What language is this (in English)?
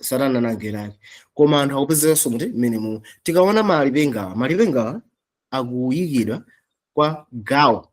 Nyanja